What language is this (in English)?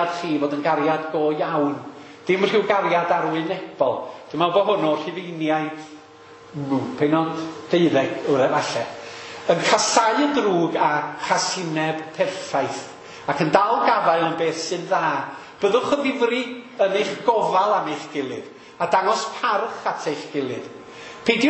Welsh